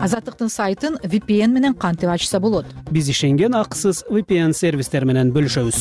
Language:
Kyrgyz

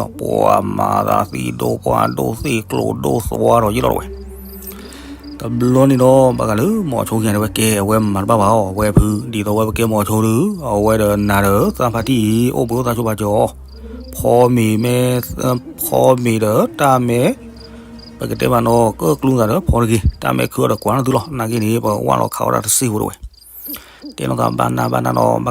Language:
S'gaw Karen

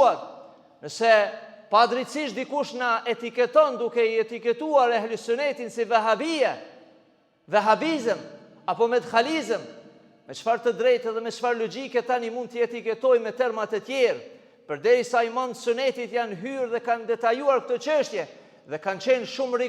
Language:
Albanian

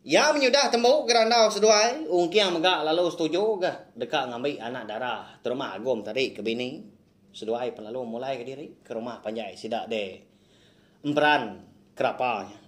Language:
Iban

